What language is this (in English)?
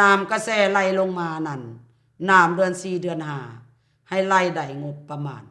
Lao